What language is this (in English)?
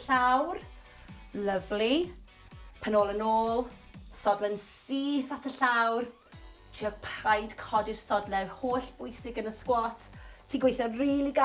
Welsh